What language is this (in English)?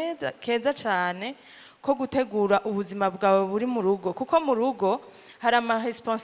Rundi